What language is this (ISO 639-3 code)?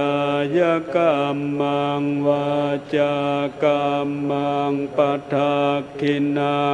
pli